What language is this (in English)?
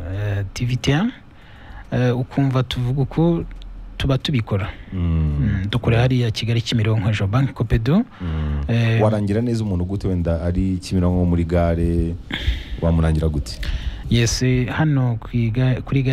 Kinyarwanda